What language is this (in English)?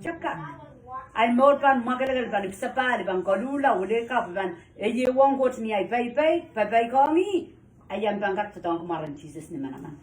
Pohnpeian